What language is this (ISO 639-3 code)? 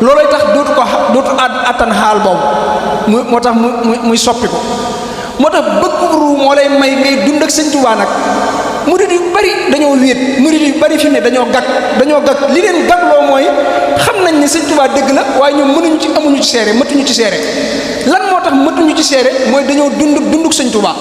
wol